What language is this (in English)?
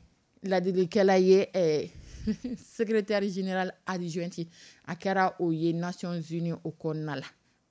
Dyula